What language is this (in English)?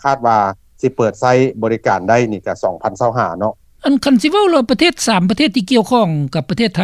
Lao